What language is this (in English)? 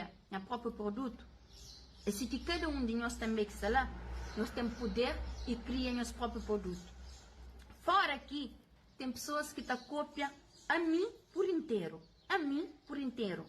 Kabuverdianu